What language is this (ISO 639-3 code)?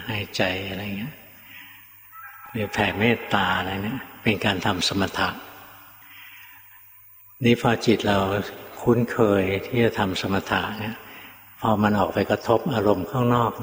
tha